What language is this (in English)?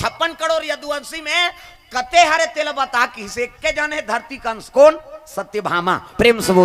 Chhattisgarhi